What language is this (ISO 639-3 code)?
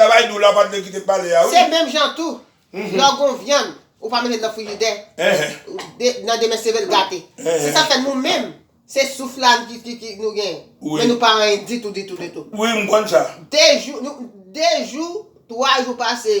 hat